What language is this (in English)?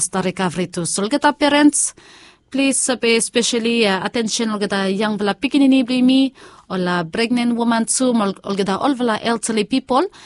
Bislama